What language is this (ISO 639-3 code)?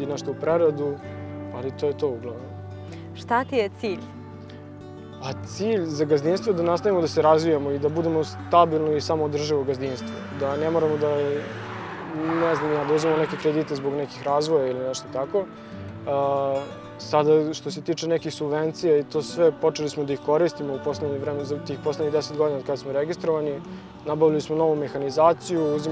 srp